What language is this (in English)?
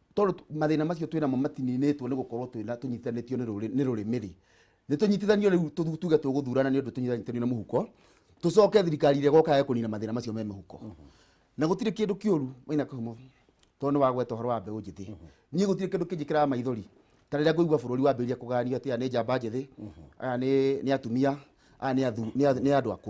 Kikuyu